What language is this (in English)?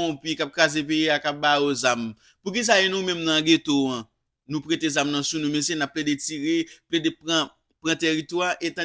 Haitian Creole